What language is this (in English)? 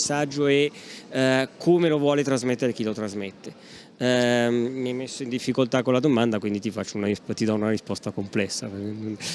Italian